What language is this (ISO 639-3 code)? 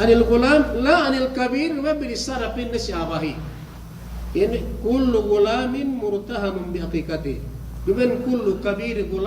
yka